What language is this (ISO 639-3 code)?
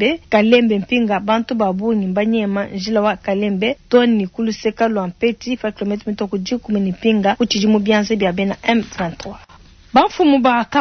lua